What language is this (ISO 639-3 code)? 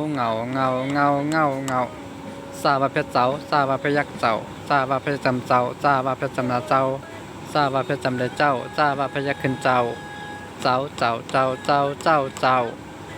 shn